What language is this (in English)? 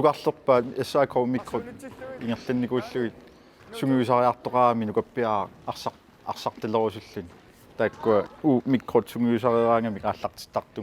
Kalaallisut